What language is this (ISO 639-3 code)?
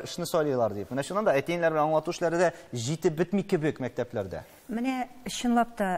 tat